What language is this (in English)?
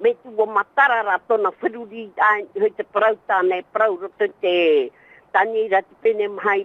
Tahitian